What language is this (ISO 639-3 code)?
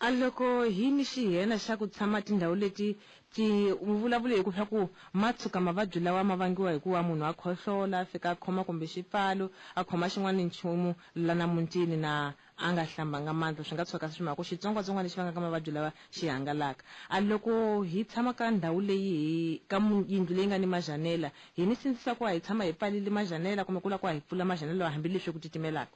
tso